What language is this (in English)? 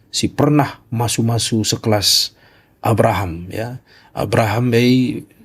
Batak Karo